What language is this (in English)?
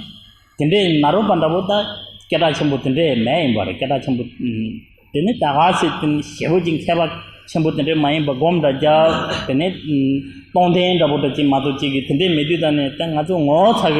Tibetan